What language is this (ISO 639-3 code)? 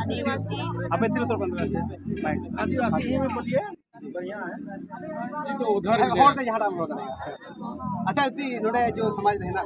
sat